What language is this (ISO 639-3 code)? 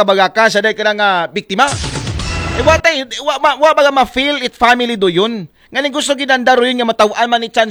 akl